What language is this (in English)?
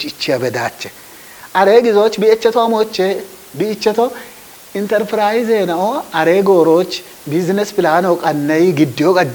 Kafa